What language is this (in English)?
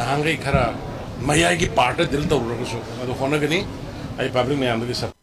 Manipuri